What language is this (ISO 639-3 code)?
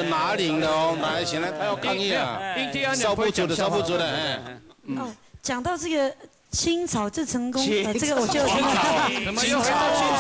zho